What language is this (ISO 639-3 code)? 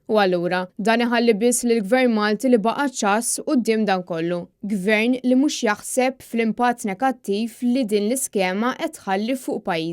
mlt